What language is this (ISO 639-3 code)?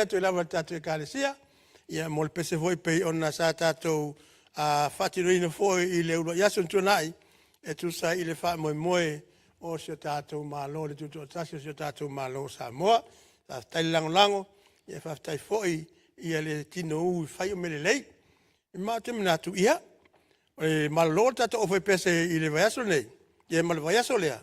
smo